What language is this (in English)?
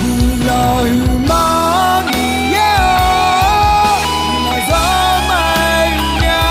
Akha